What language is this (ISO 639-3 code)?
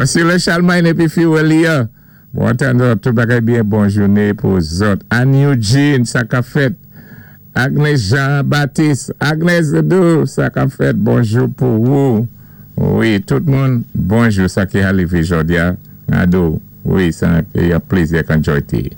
acf